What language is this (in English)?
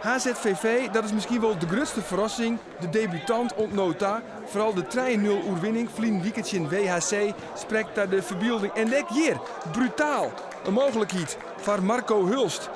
Western Frisian